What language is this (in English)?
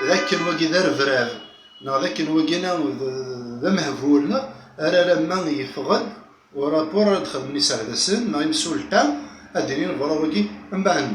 Kabyle